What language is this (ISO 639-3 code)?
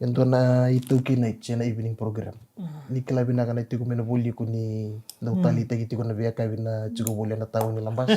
fij